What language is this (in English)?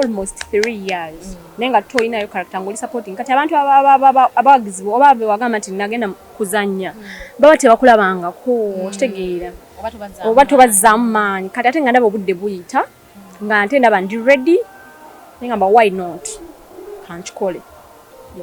Ganda